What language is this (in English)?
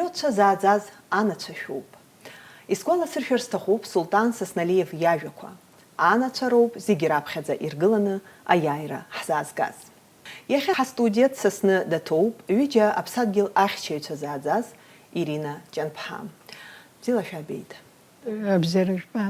Abkhazian